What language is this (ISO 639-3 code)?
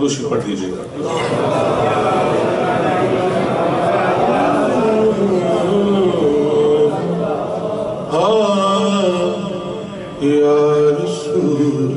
urd